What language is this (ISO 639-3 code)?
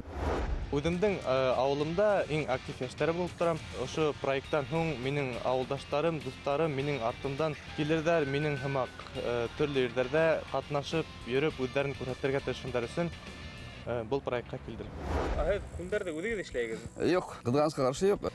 bak